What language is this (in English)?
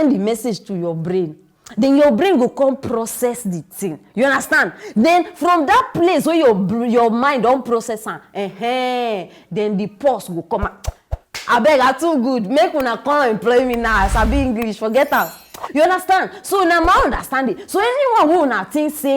Nigerian Pidgin